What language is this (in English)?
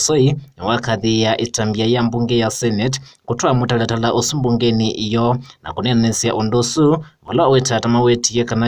Kamba